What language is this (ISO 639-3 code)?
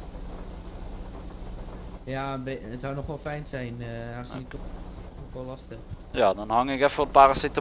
nld